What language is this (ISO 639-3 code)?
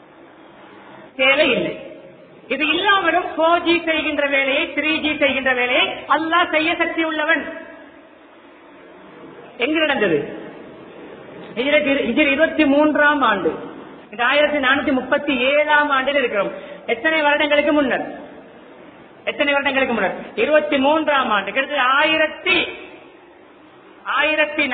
tam